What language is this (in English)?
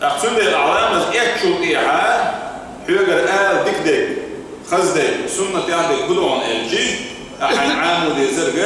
Chechen